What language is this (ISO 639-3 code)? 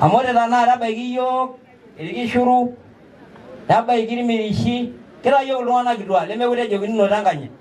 mas